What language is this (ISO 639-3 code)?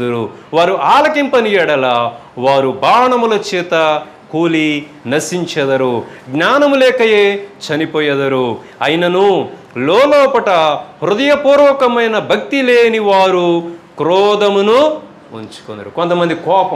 tel